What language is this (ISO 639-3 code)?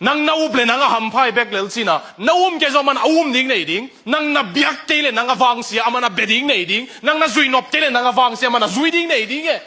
ctd